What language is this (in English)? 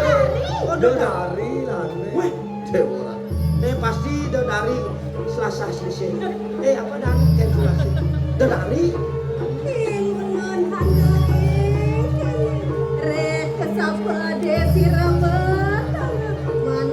Balinese